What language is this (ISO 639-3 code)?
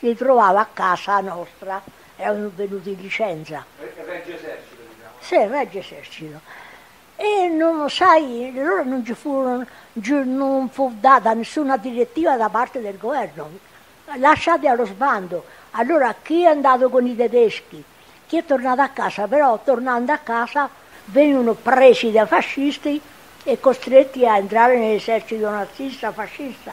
ita